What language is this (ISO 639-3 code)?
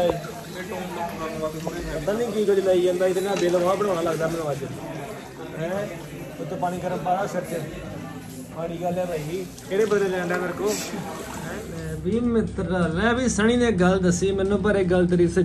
pan